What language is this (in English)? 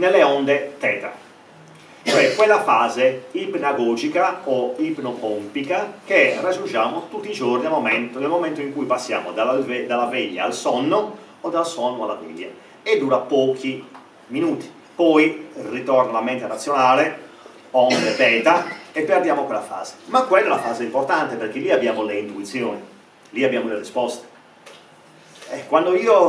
Italian